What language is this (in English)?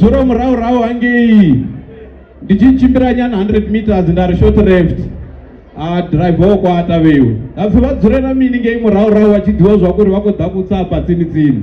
Venda